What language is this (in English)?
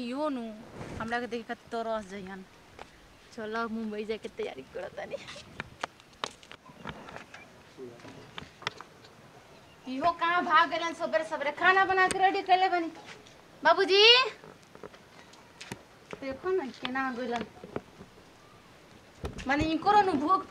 Bhojpuri